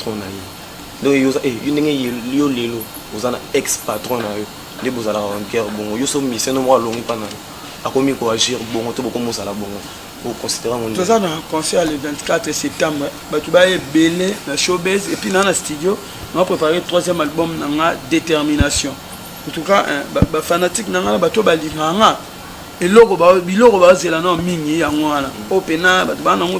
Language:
Lingala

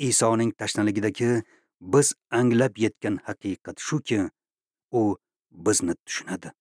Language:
Uzbek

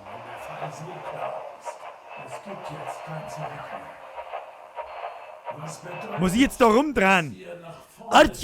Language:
Bavarian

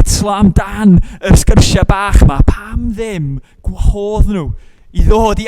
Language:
Welsh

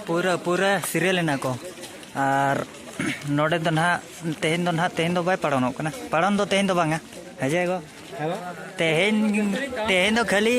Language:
Santali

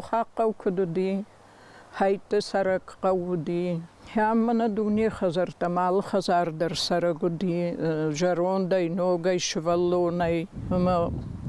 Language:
Ossetic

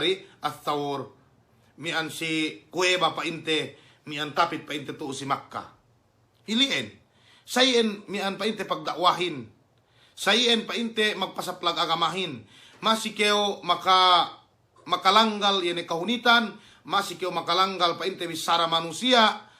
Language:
Yakan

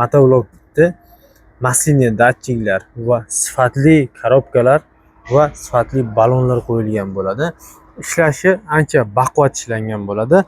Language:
Uzbek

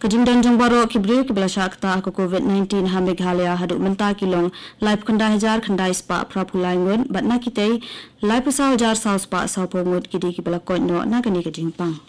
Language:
Khasi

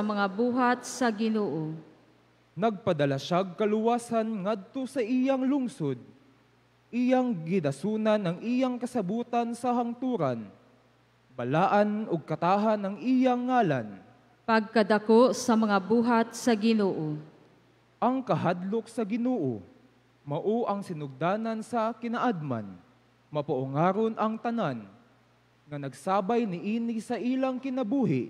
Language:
Cebuano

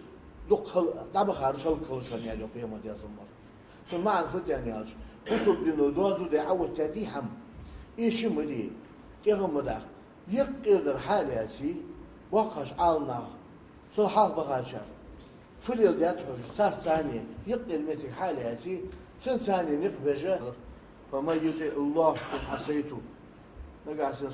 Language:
Ingush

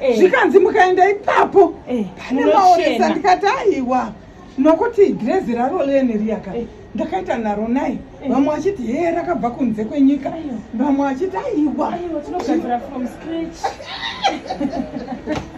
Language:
Shona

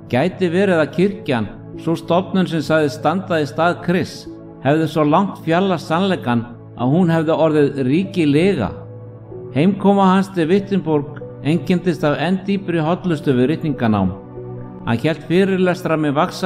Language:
Icelandic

